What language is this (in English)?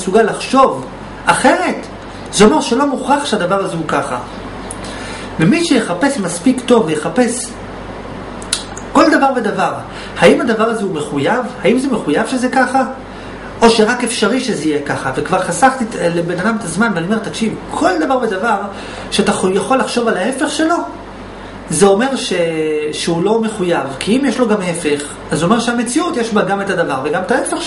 Hebrew